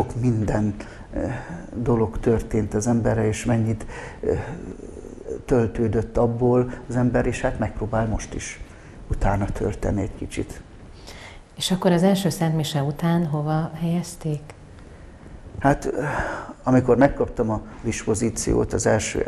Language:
Hungarian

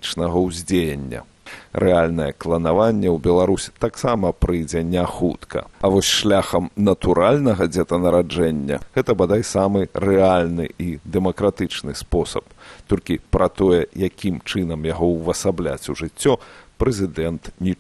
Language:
Belarusian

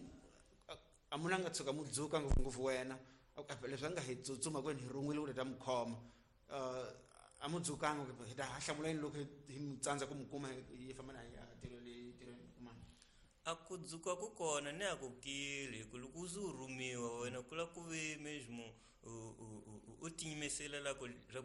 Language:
Tsonga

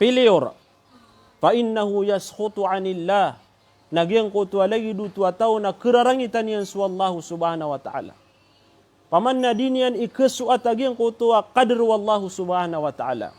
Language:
Maranao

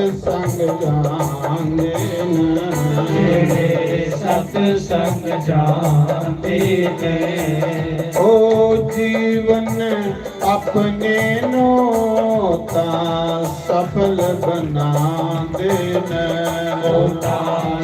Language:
Dogri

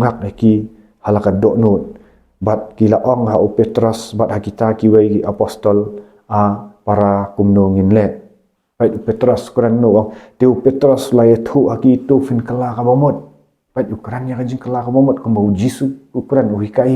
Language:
Khasi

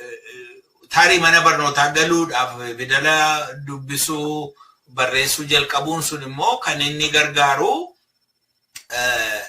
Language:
Oromo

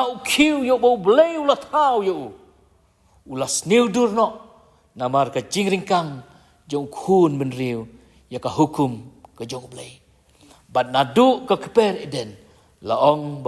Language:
Khasi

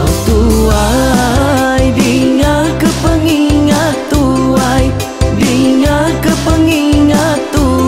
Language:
Iban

